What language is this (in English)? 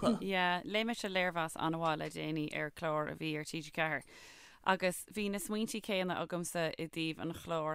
Irish